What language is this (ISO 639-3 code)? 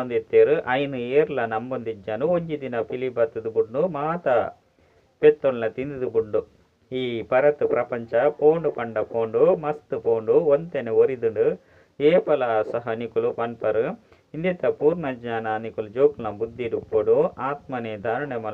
tcy